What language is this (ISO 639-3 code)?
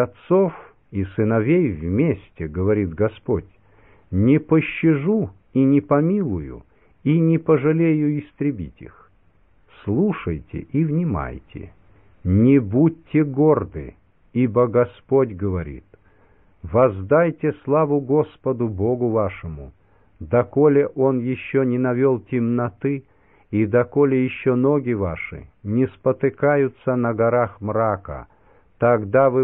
rus